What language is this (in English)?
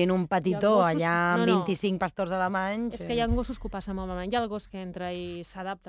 Catalan